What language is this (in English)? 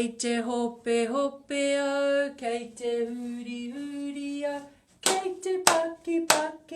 Māori